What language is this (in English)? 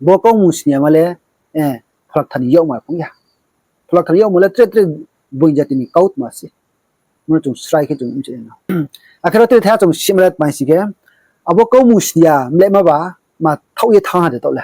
Riang (India)